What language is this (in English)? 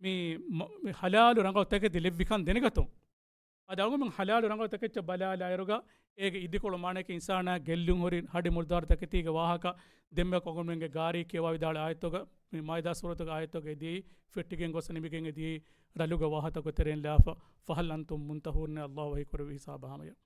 Divehi